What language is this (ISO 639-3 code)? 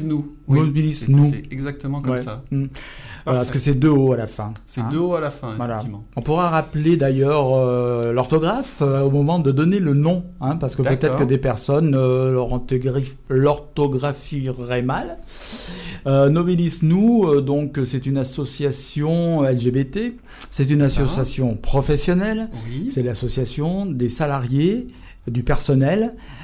fra